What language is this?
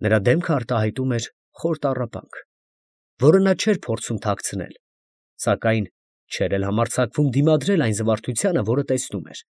Armenian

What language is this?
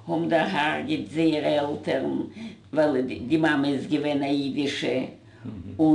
Yiddish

